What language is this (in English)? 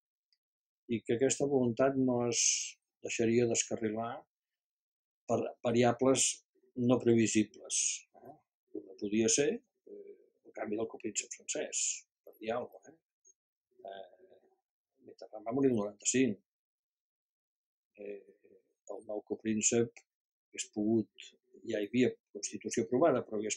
Catalan